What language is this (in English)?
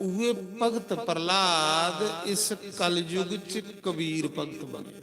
Dogri